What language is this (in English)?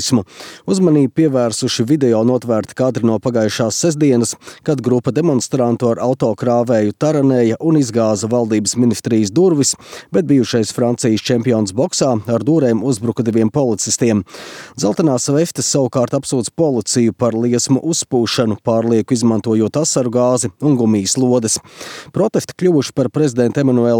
Latvian